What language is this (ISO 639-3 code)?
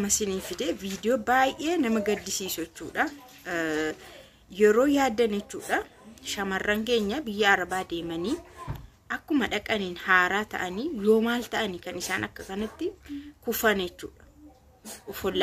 orm